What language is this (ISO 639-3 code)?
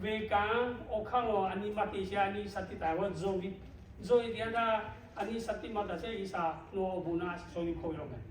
lhu